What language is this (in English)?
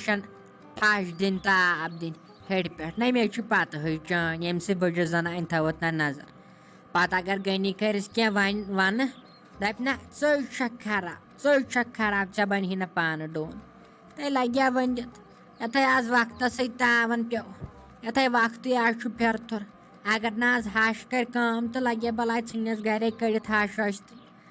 Kashmiri